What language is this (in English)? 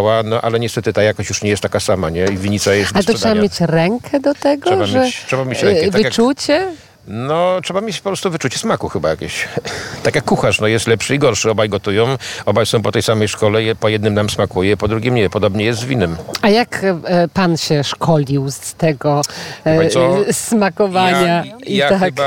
Polish